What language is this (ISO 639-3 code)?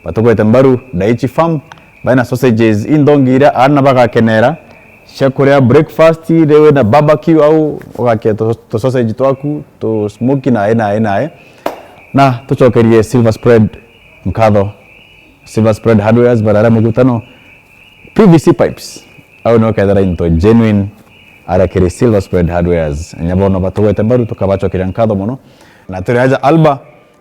mer